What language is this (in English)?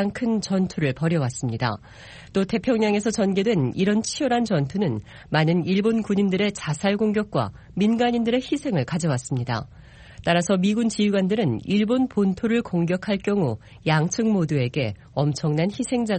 Korean